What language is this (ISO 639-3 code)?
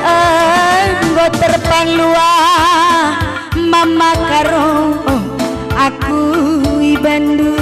btx